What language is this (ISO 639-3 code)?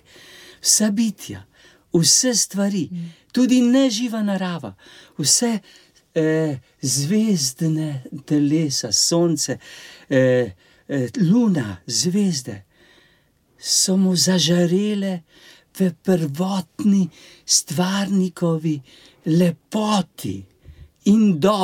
slv